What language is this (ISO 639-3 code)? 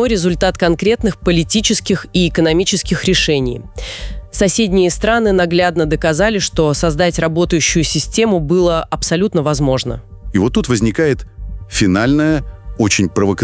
rus